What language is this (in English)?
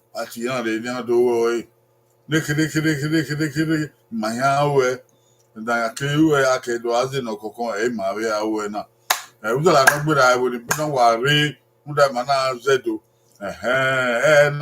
Bini